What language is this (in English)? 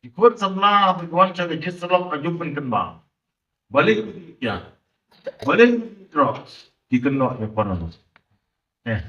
Khasi